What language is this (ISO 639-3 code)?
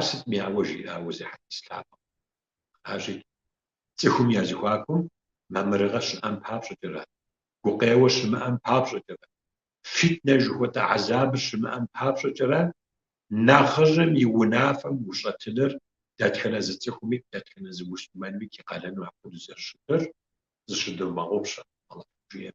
kbd